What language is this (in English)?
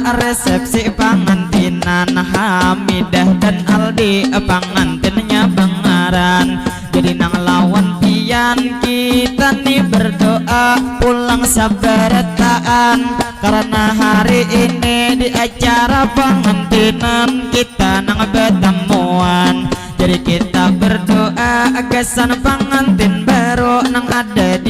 Banjar